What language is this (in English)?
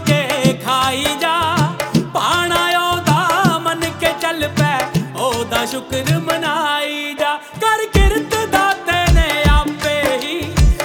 Punjabi